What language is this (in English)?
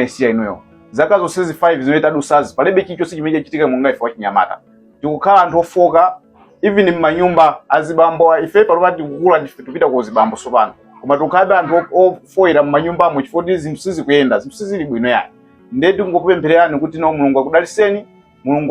Nyanja